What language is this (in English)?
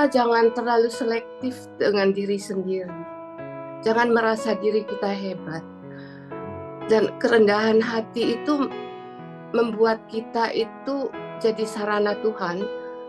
Indonesian